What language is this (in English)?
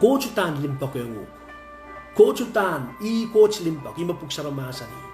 Pohnpeian